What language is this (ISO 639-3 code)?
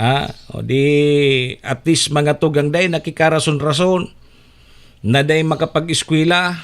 bik